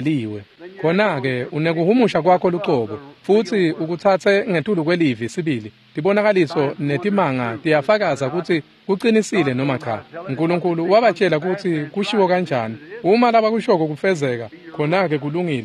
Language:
Swati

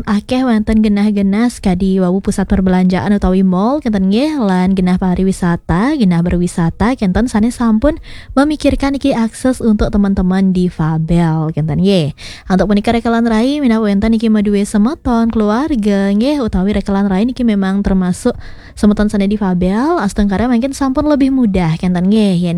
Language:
Balinese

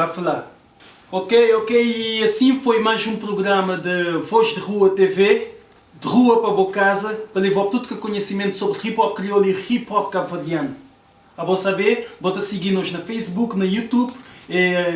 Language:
Kabuverdianu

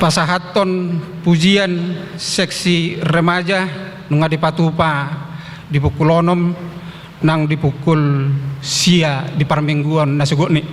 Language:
Batak Toba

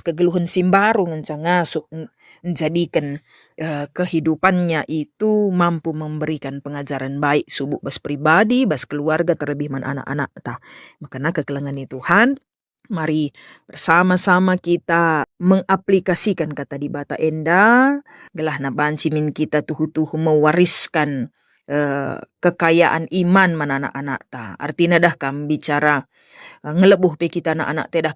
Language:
Batak Karo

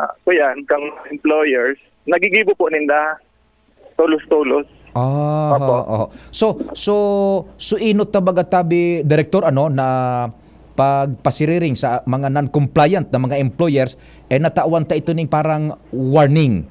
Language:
Bikol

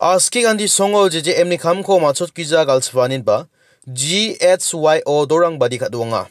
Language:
Garo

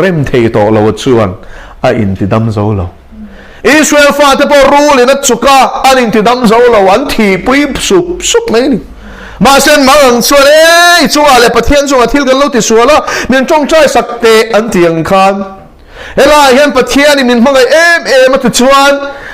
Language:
Mizo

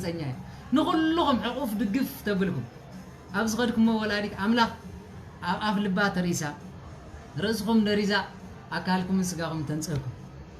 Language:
Tigrinya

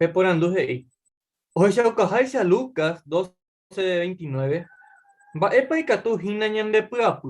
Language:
Guarani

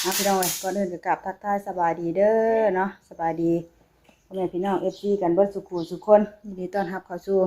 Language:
Northeastern Thai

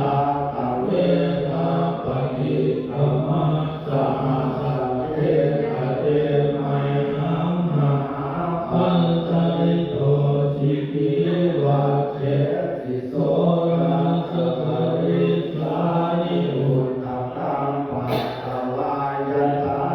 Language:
Pali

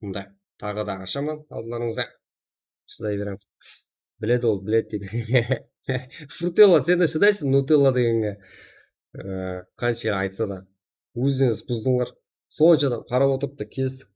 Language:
Kara-Kalpak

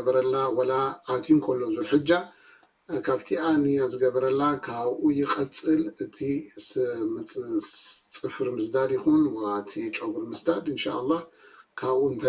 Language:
Tigrinya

